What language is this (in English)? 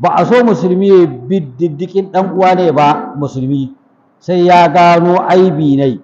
Hausa